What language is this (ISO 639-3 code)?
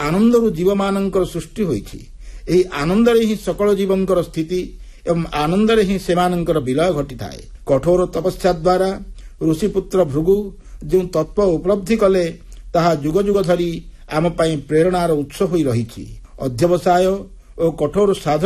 ori